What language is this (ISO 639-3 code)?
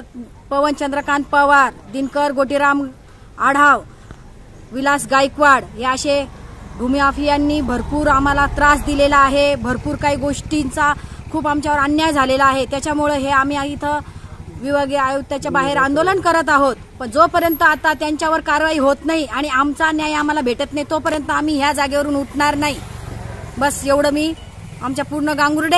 mar